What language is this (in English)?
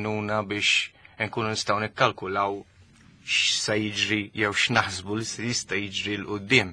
Maltese